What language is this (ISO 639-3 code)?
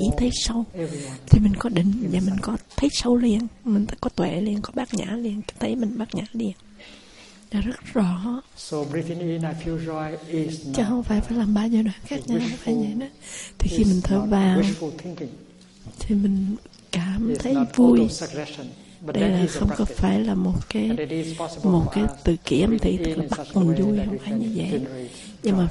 vie